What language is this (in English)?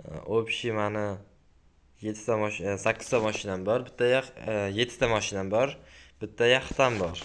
Uzbek